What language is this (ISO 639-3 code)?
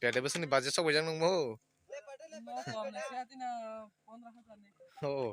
trp